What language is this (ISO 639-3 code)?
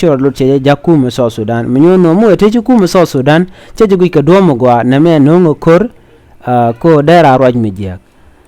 nus